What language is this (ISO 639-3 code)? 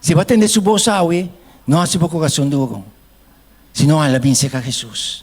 pap